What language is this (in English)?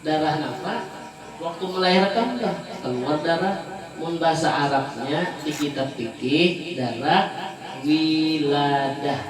Banjar